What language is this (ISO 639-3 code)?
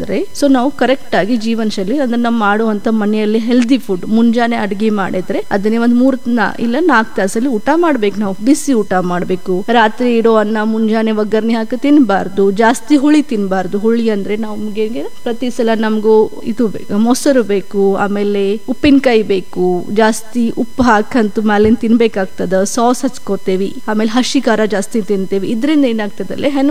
kan